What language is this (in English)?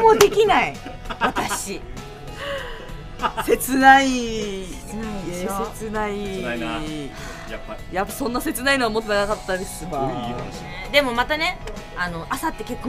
Japanese